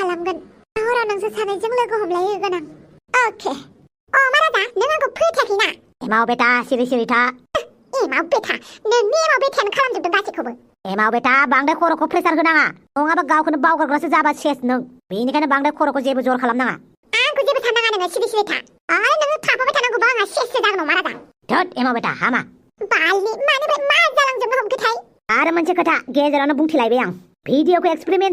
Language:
Bodo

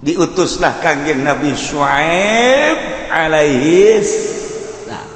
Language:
Sundanese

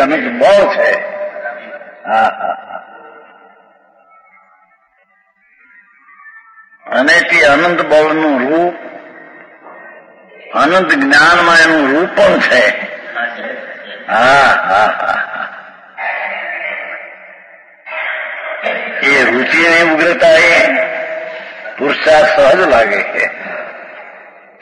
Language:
Gujarati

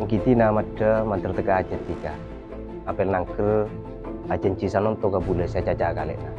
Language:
Madurese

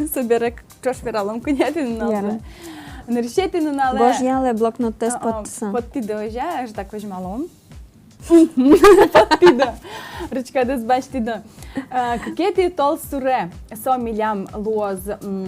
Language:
Udmurt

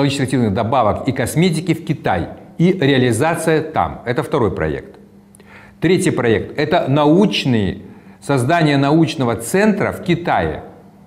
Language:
Russian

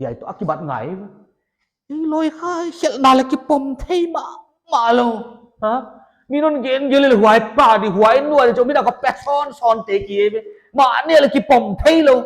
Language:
Paite Chin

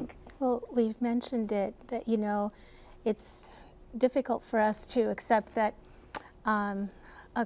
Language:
English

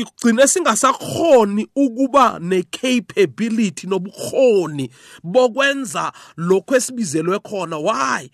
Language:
South Ndebele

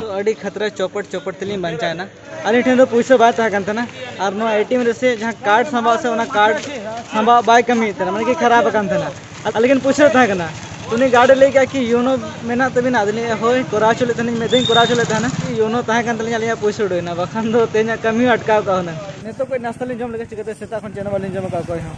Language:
Santali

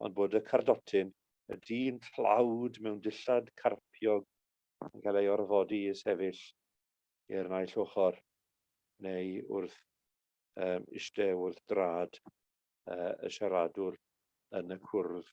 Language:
Welsh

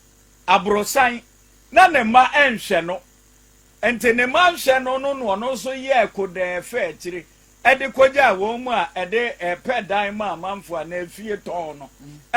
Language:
Akan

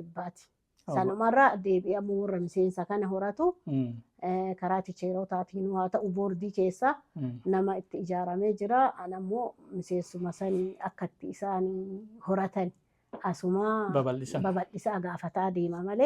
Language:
Oromo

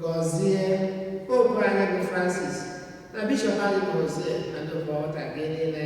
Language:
Igbo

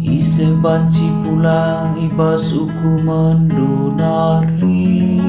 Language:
Batak Karo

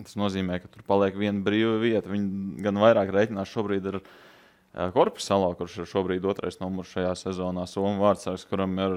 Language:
Latvian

